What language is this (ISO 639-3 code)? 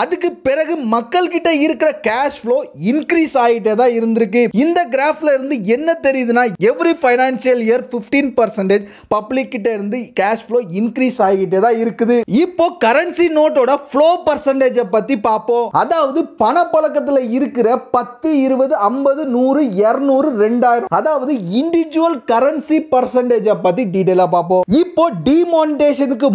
tam